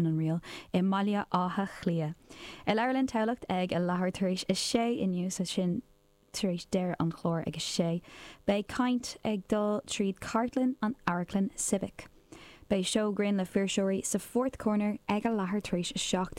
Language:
Irish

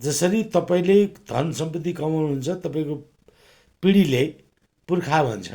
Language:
Nepali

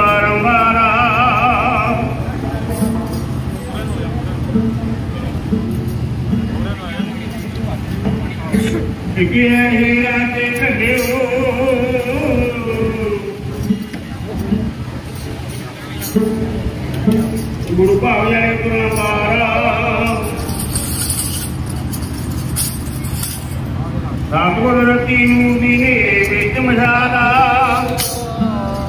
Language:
Punjabi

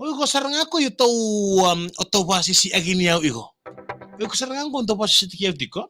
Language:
Fijian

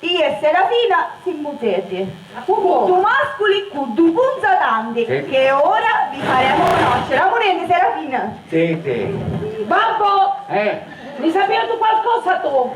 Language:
Sicilian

